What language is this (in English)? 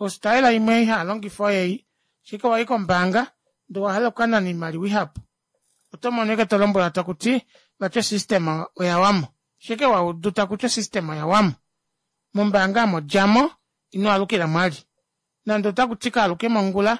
Kuanyama